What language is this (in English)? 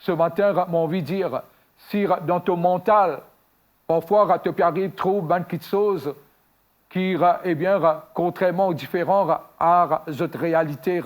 Morisyen